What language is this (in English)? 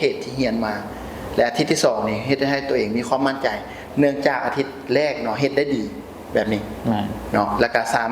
Lao